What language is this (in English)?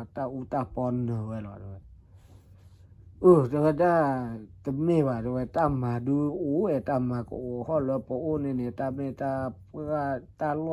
S'gaw Karen